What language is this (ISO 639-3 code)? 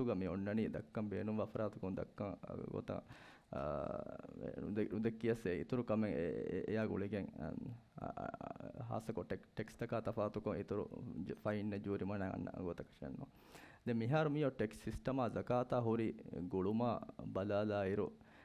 div